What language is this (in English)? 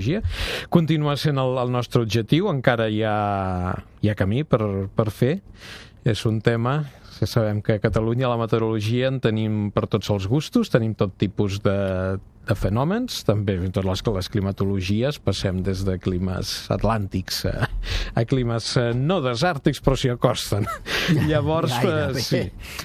Catalan